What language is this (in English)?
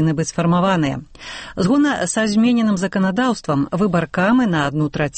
Belarusian